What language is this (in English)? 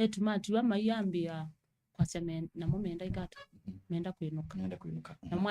Kamba